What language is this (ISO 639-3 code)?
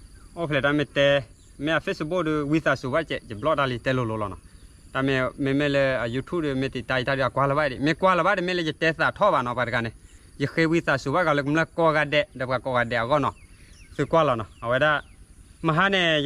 ksw